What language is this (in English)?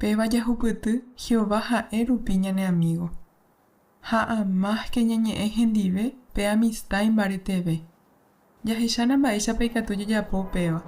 Guarani